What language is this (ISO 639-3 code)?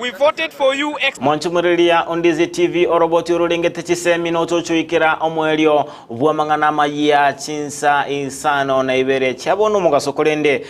guz